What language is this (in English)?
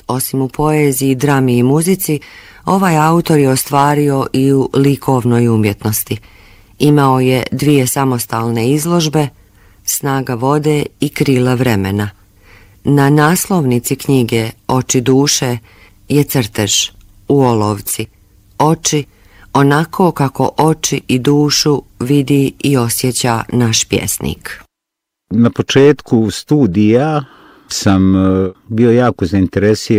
Bosnian